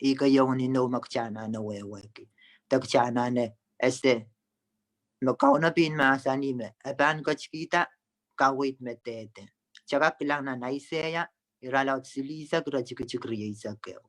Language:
Pohnpeian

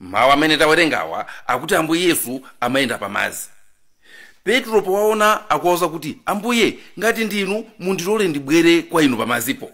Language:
Nyanja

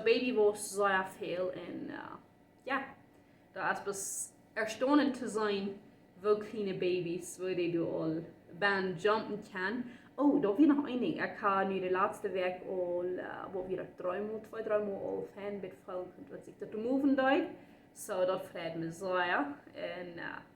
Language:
Plautdietsch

